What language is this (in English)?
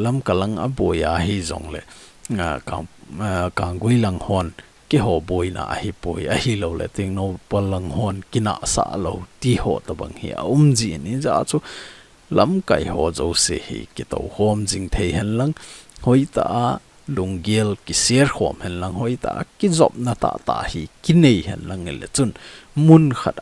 Thado Chin